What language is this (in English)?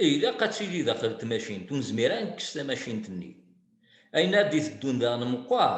Kabyle